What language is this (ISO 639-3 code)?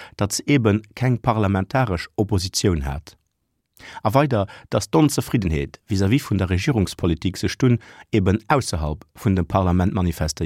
ltz